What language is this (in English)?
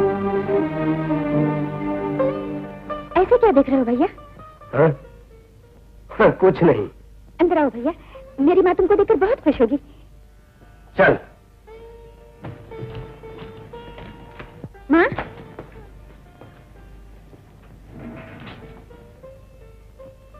Hindi